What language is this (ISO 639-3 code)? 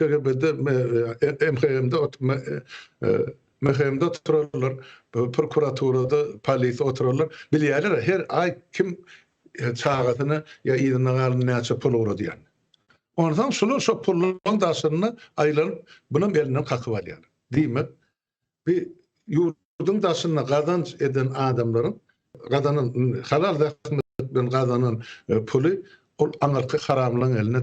tuk